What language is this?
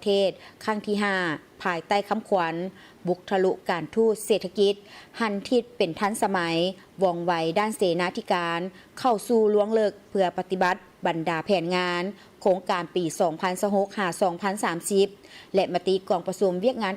Lao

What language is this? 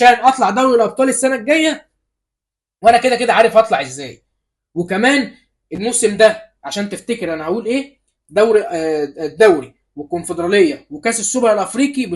Egyptian Arabic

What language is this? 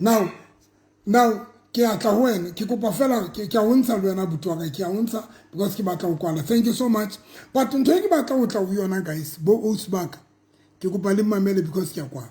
Southern Sotho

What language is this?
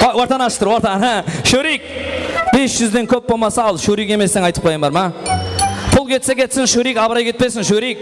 Kara-Kalpak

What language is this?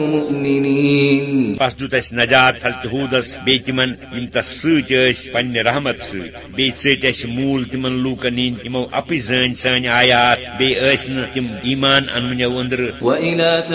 Kashmiri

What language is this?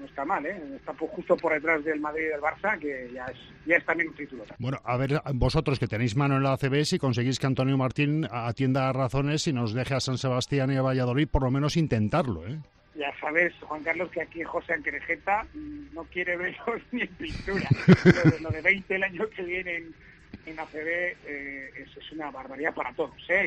Spanish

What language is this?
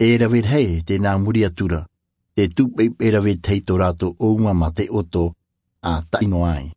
Tahitian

